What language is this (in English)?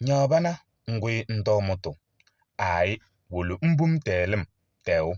Kabiyè